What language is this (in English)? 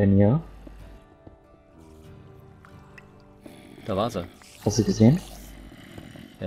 German